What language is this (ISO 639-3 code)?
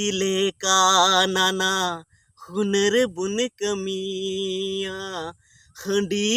sat